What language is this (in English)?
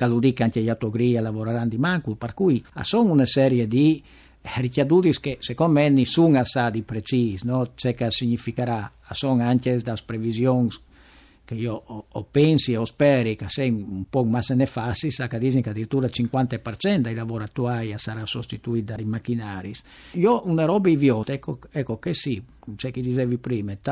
Friulian